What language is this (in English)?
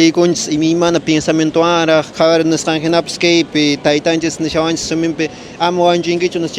Quechua